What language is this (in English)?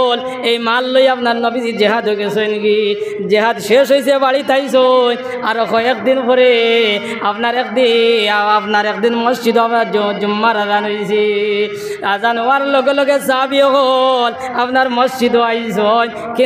Sylheti